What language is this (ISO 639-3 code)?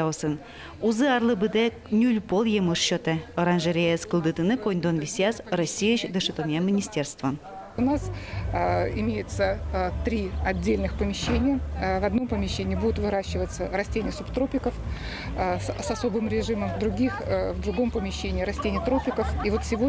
udm